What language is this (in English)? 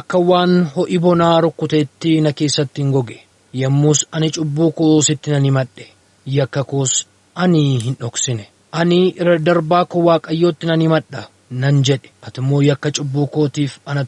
Oromo